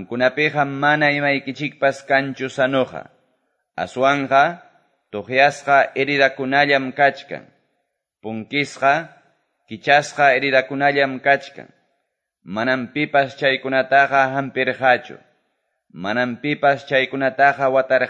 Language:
Quechua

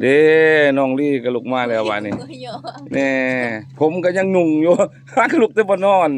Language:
Lao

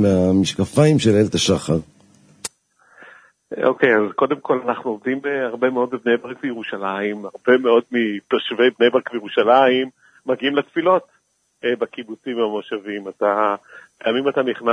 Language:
Hebrew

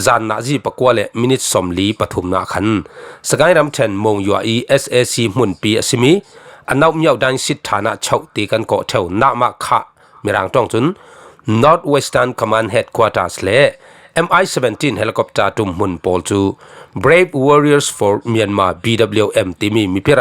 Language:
Falam Chin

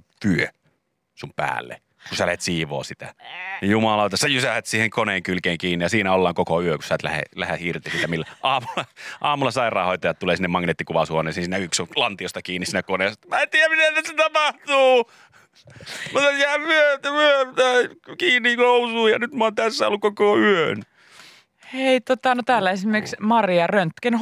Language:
Finnish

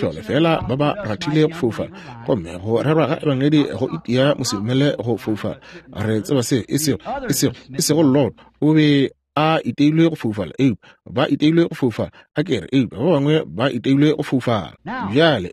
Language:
Northern Sotho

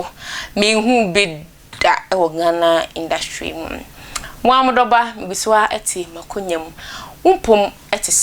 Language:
Akan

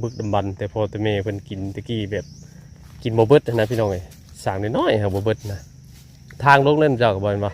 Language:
Northeastern Thai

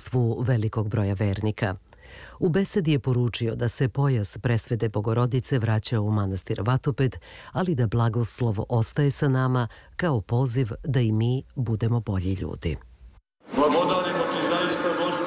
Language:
Serbian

